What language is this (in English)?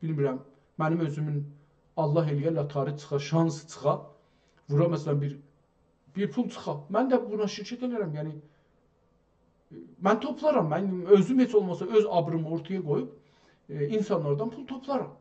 South Azerbaijani